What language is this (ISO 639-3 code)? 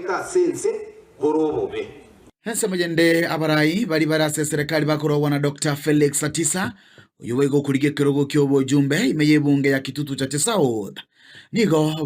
guz